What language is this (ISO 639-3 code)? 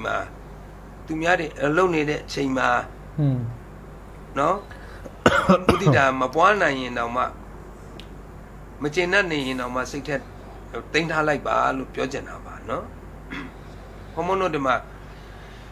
mya